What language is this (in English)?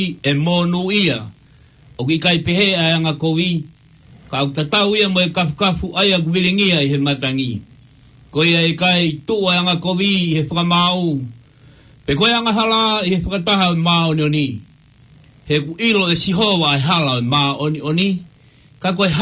Tongan